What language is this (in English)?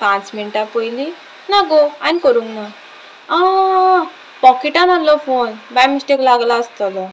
Konkani